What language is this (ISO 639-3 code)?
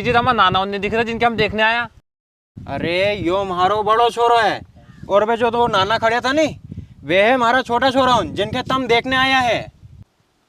raj